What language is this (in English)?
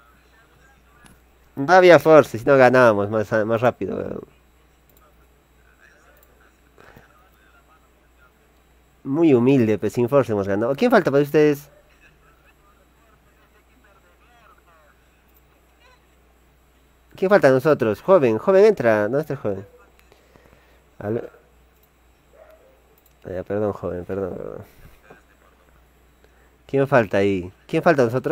Spanish